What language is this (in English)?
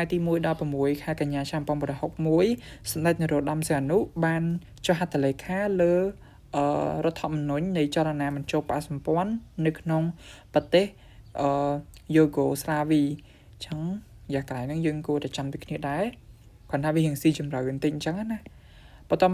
Khmer